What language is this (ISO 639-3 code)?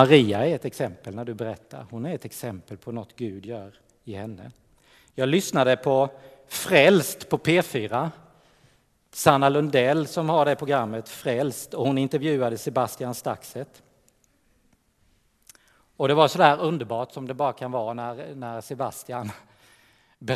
swe